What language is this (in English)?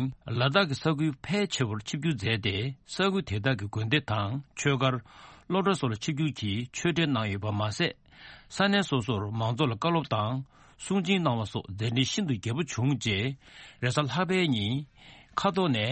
Tibetan